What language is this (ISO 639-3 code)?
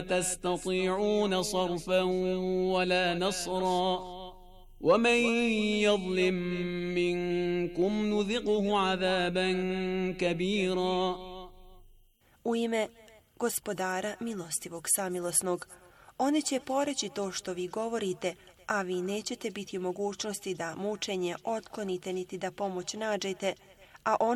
bos